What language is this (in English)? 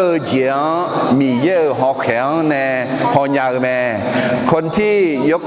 Akha